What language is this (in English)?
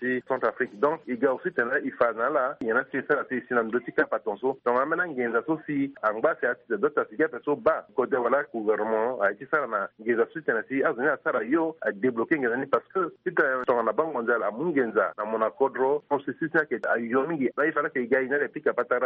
Sango